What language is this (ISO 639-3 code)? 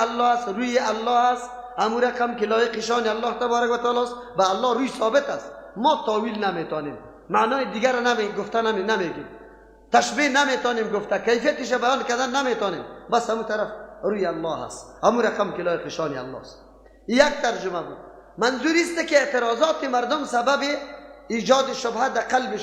fas